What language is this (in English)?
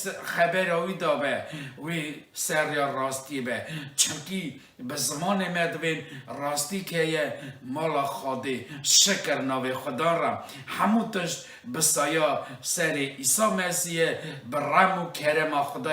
Kurdish